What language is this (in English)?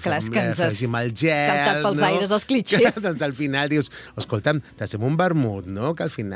Catalan